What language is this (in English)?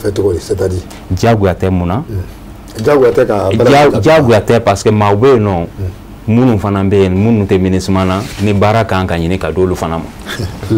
Bambara